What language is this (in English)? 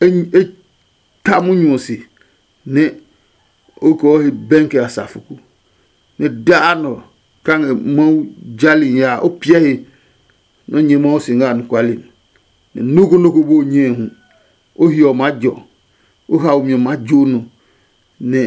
Adangme